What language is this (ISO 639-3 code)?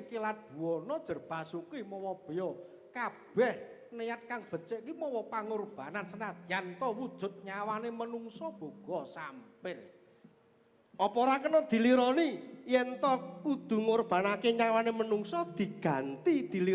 jav